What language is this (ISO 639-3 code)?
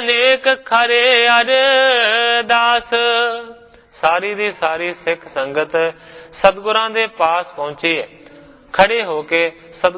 pan